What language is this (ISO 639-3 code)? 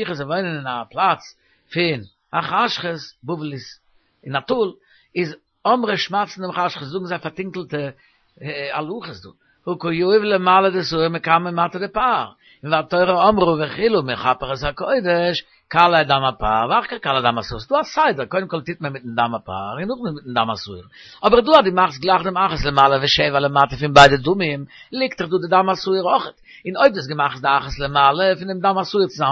yid